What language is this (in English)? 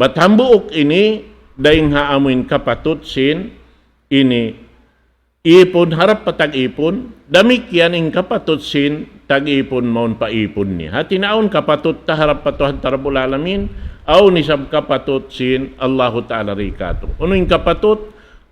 Tausug